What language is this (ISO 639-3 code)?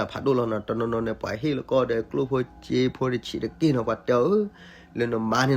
ksw